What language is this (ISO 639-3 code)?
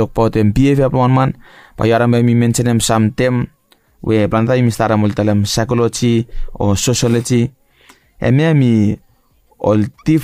bis